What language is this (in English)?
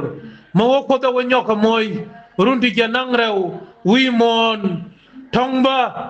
Nuer